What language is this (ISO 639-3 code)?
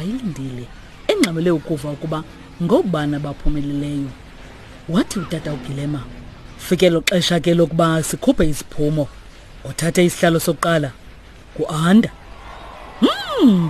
xho